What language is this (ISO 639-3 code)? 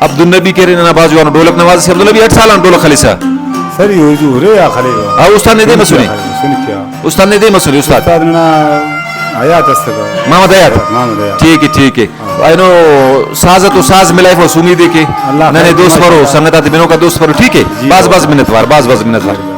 brh